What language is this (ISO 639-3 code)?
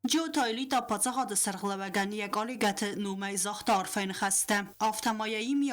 oss